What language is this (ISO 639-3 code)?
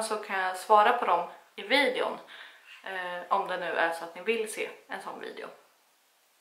swe